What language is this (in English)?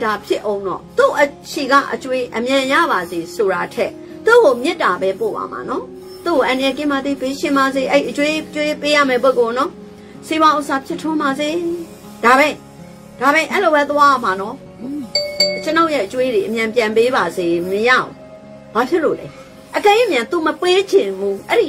Burmese